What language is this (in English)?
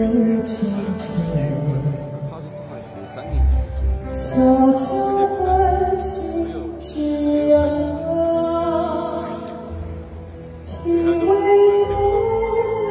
Chinese